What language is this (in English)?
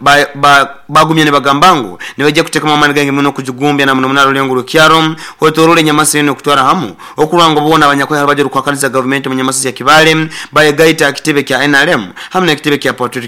Nyoro